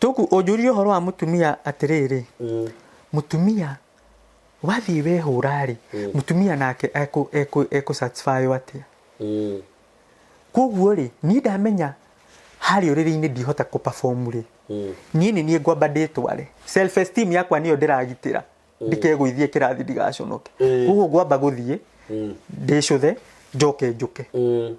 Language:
Kikuyu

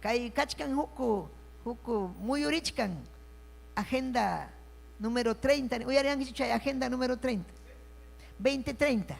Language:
Ayacucho Quechua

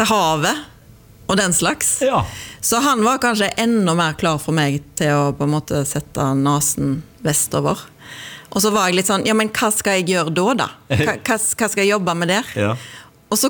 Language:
Norwegian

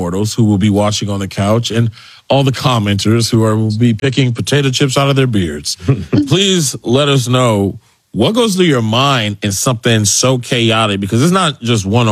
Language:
English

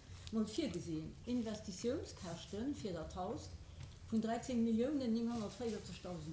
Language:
Luxembourgish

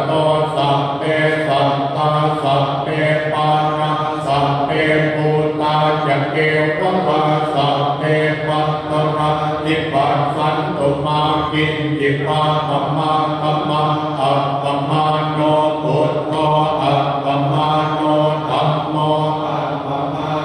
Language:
Pali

